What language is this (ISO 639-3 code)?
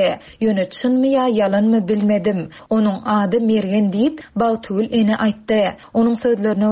tuk